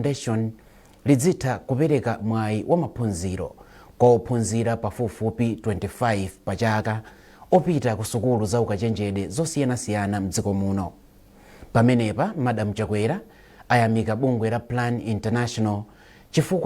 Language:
Nyanja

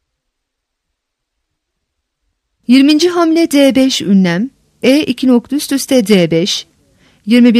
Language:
Turkish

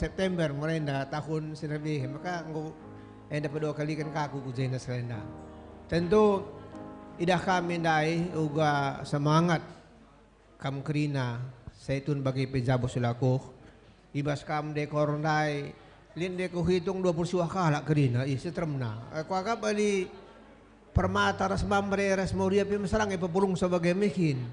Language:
Batak Karo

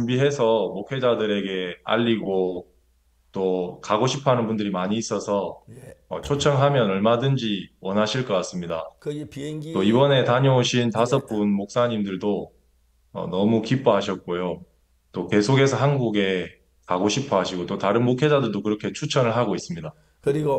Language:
Korean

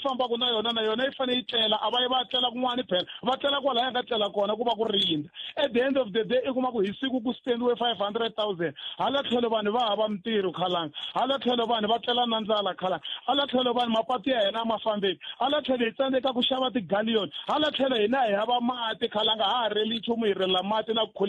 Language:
Tsonga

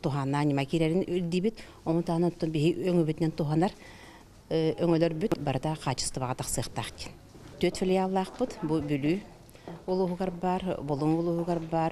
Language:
Yakut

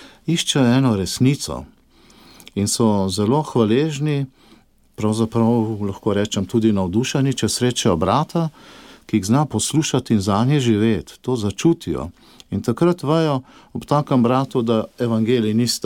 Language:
Slovenian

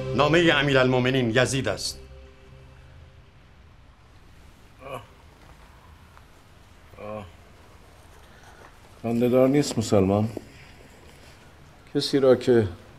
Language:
Persian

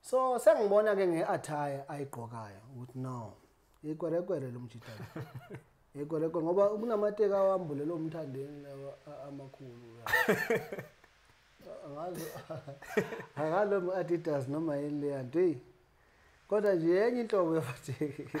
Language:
Zulu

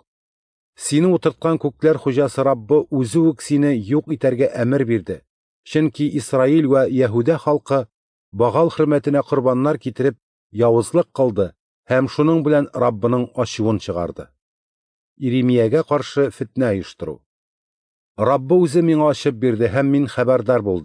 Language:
Tatar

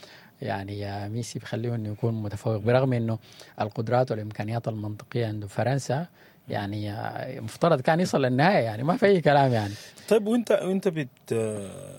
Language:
Sudanese Arabic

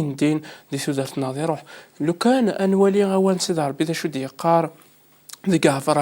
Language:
Kabyle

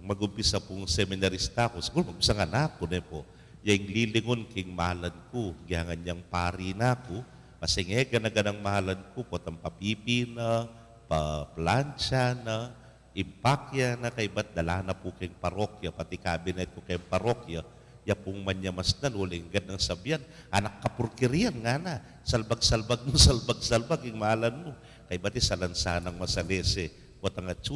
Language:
Pampanga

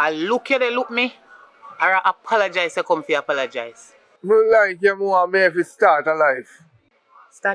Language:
Jamaican Creole English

